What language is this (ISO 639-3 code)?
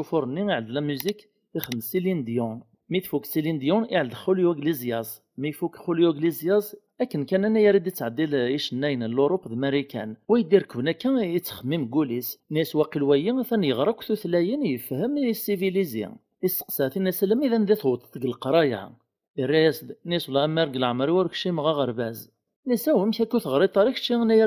kab